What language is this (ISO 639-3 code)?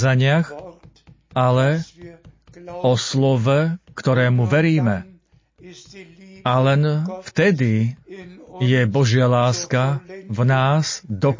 slk